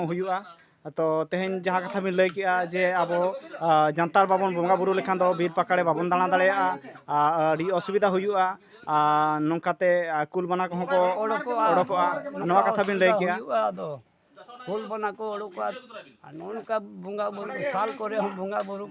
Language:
Santali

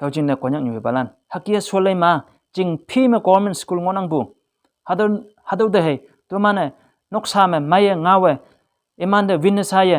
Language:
Konyak Naga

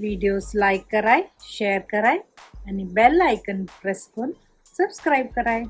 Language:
Konkani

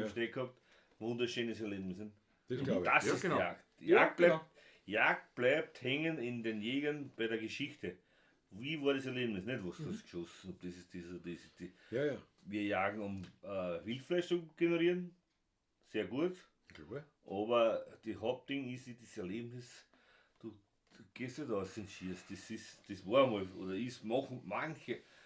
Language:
Bavarian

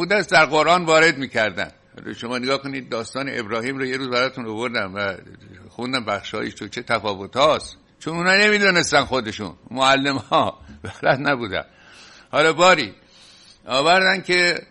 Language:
Persian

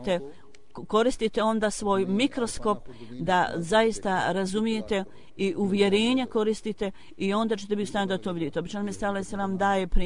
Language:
Croatian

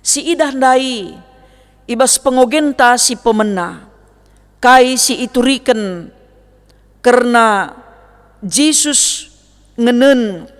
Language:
Batak Karo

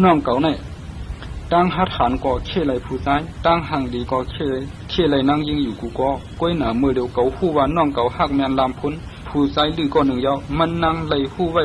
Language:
Shan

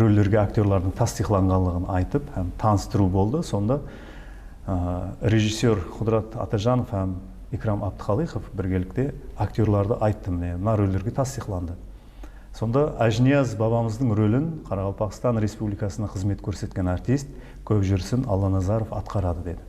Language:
Kara-Kalpak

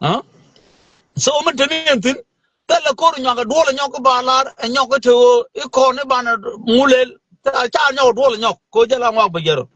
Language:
Nuer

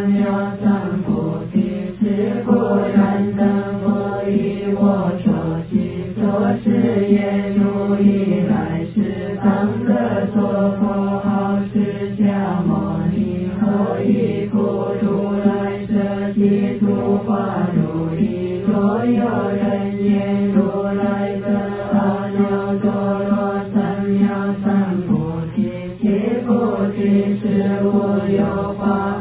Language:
Chinese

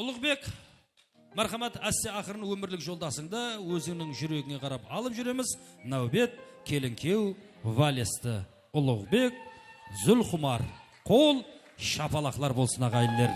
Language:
Kara-Kalpak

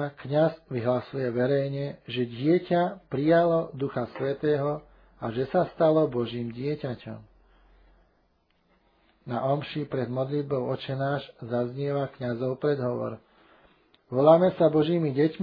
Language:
Slovak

